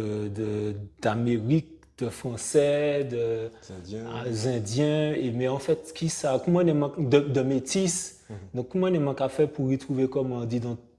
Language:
Guadeloupean Creole French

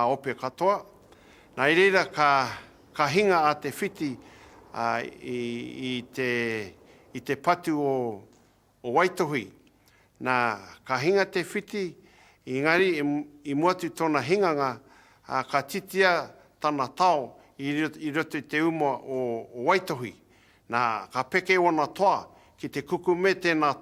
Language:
Māori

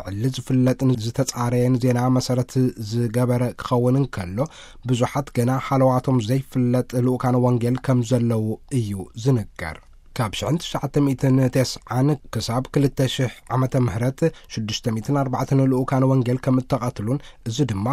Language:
Tigrinya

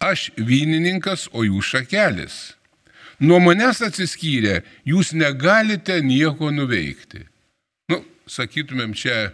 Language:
Lithuanian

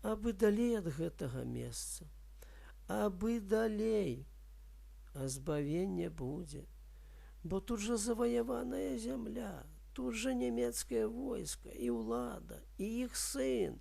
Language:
Belarusian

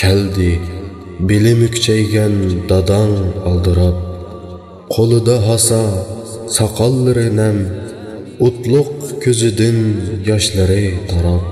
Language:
Uyghur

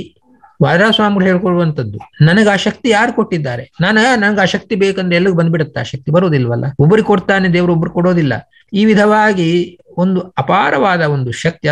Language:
Kannada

